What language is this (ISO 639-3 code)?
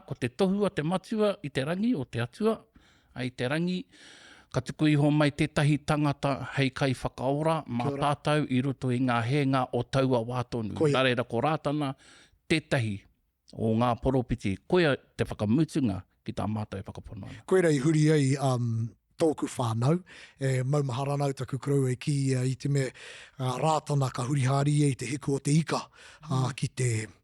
mri